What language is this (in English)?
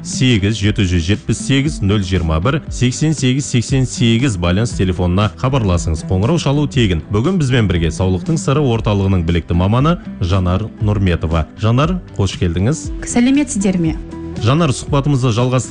Kazakh